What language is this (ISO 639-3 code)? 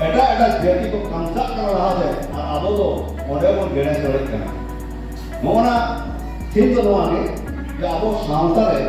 sat